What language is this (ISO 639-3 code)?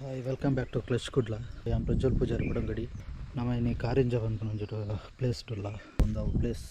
tcy